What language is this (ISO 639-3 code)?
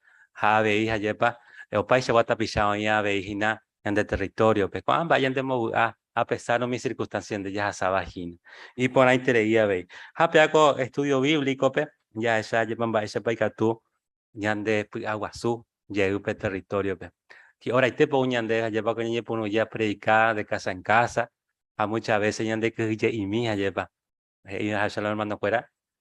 grn